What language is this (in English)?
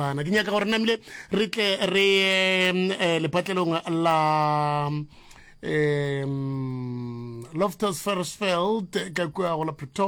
Northern Sotho